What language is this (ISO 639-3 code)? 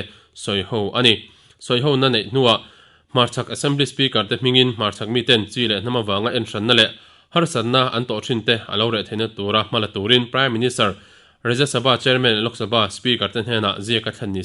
lus